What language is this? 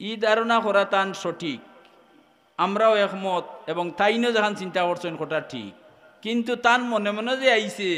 Sylheti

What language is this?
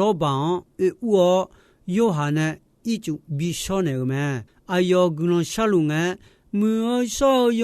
Akha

